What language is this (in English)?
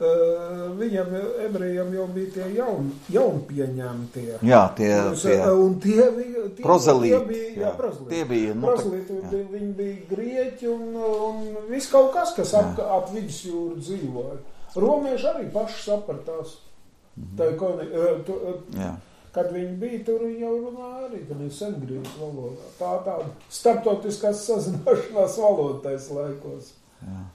Latvian